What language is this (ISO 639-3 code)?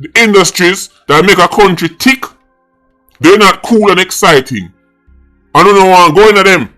jam